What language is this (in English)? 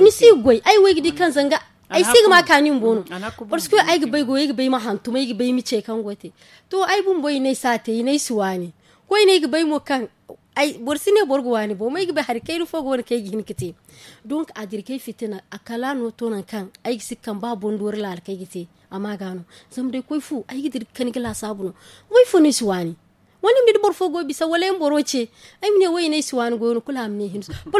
Zarma